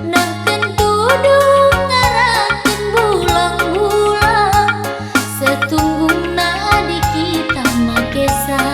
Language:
Batak Karo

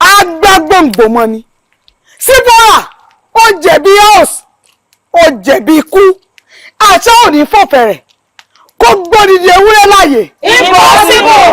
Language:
Yoruba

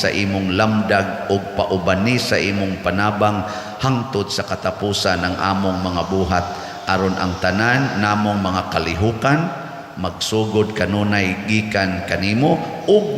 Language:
Cebuano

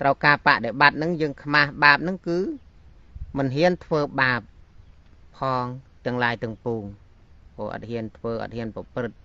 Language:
Khmer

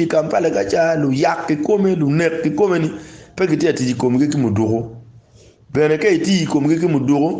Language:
Acoli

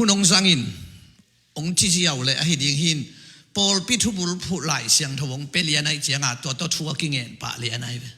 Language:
Tedim Chin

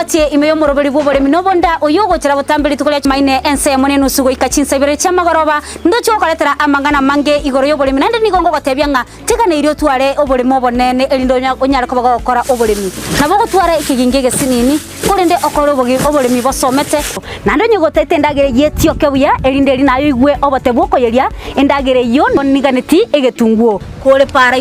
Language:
Gusii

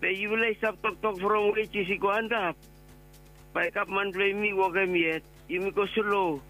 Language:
Bislama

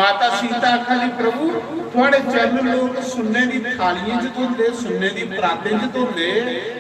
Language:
Dogri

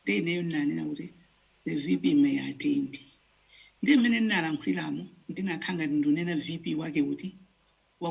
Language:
Nyanja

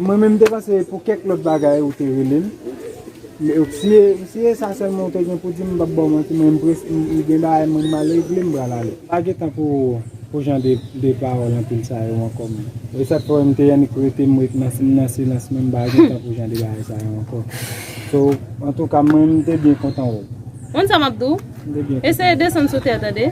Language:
Haitian Creole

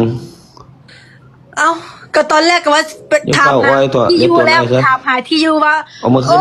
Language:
Lao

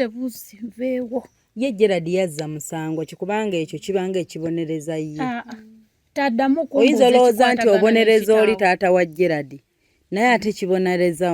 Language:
Ganda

